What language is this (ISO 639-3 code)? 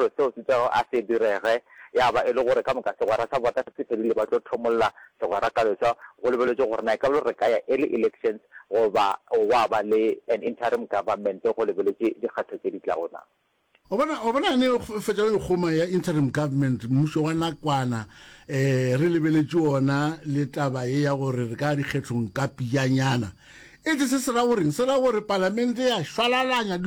nso